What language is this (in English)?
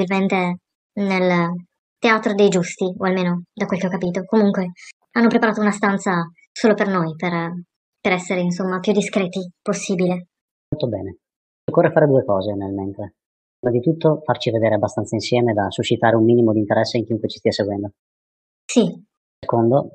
Italian